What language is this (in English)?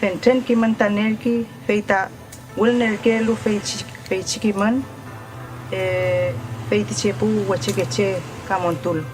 Mapuche